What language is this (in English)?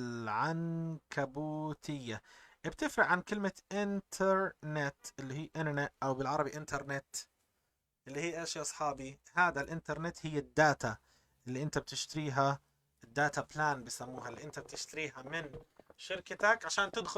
North Levantine Arabic